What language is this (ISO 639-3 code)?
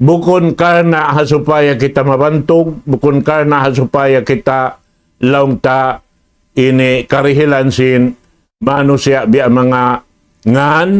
tsg